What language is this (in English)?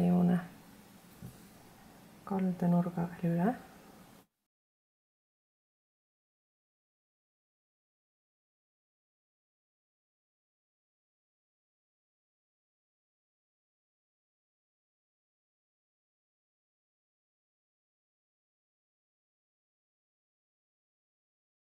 Estonian